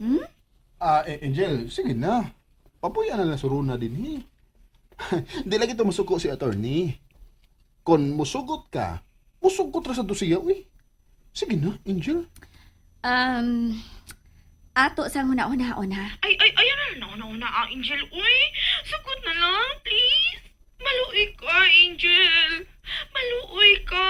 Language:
Cebuano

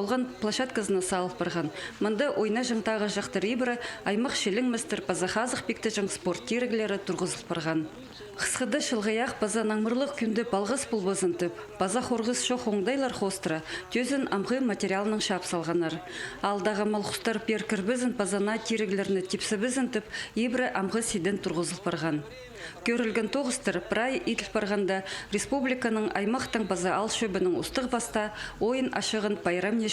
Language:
Khakas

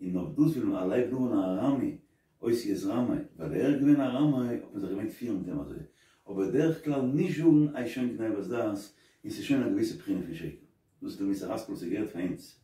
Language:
Yiddish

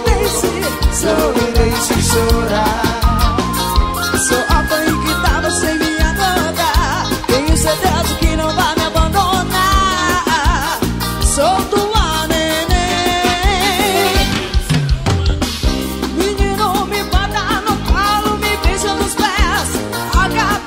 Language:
Portuguese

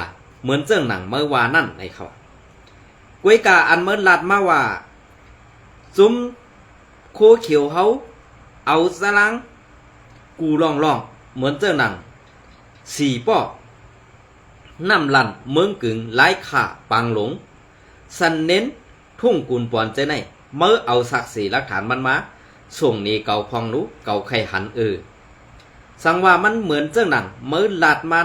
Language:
Shan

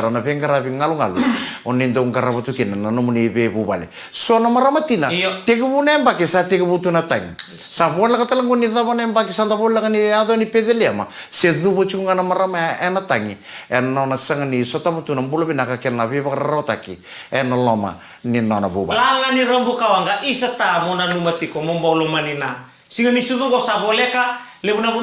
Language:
Fijian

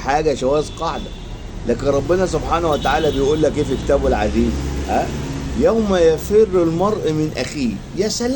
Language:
Egyptian Arabic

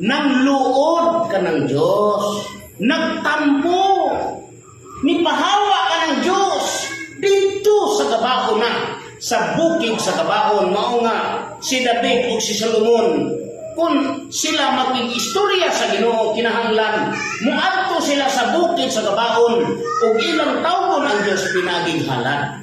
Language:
Cebuano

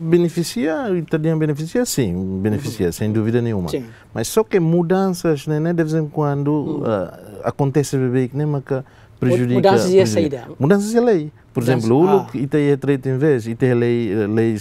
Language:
Tetum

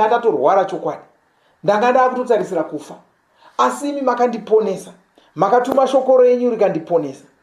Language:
Shona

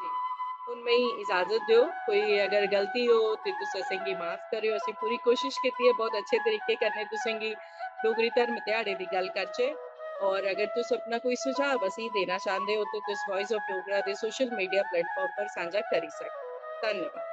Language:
Dogri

